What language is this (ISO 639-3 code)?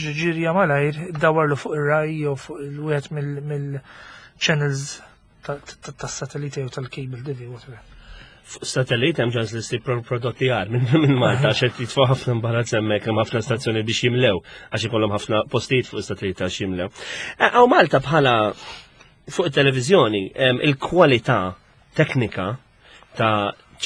mlt